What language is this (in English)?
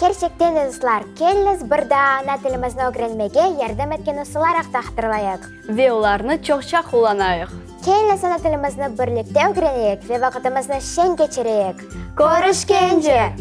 Crimean Tatar